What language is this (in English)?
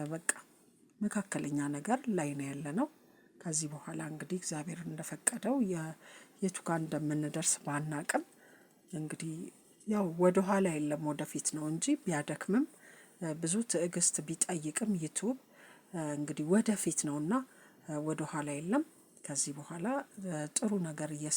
Amharic